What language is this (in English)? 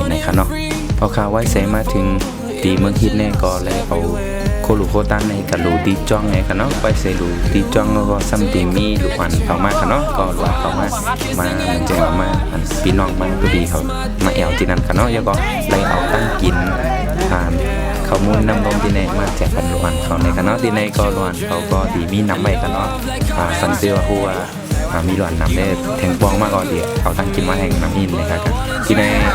Shan